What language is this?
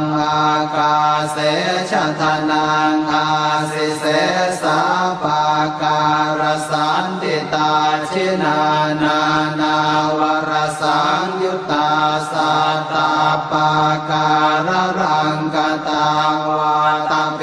Pali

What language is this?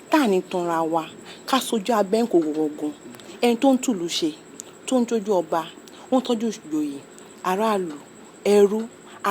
Yoruba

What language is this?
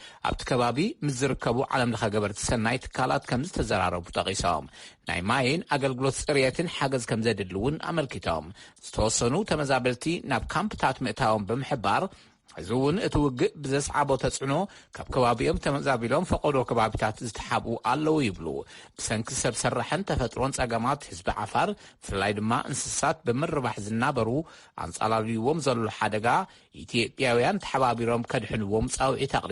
Tigrinya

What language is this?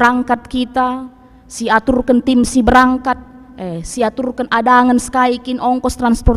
Batak Karo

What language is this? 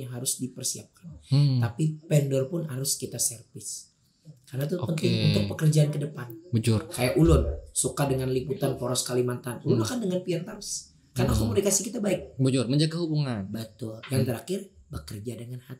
Banjar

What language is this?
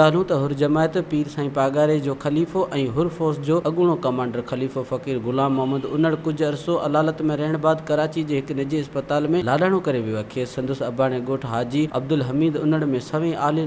Sindhi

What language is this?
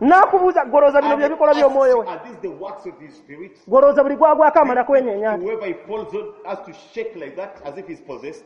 Ganda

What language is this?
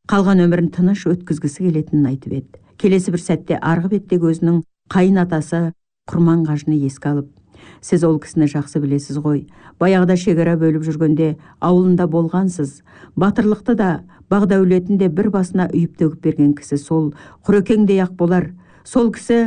Kazakh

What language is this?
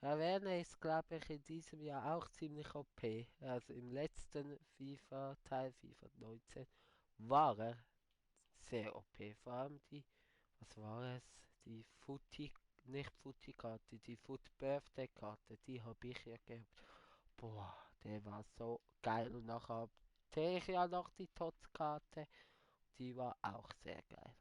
Swiss German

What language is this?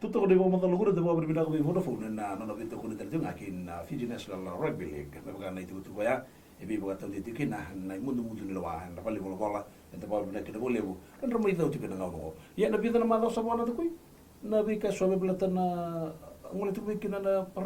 Fijian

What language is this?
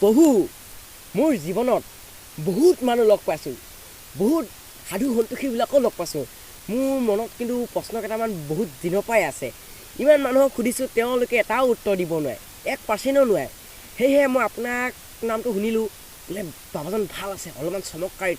Assamese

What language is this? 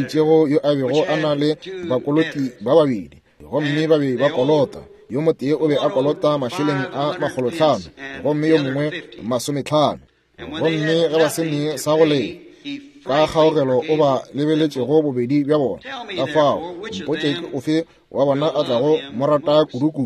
Northern Sotho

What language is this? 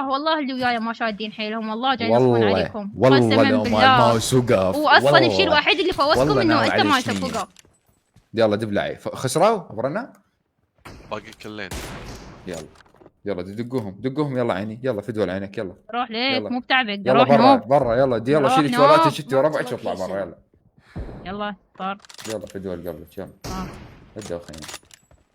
Mesopotamian Arabic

